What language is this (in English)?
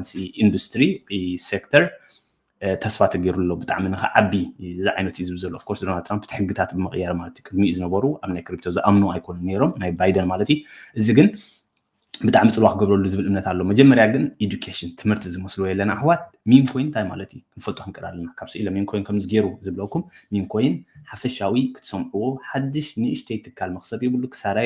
Tigrinya